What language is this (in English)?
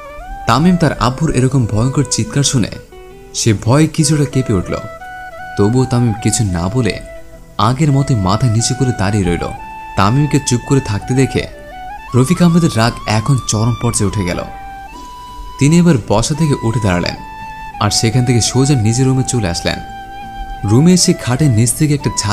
Bangla